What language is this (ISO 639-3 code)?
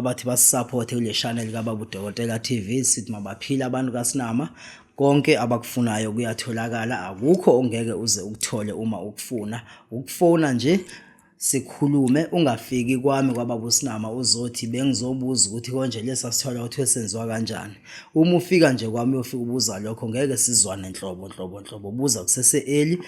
zul